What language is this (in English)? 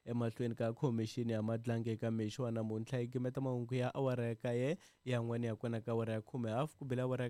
Tsonga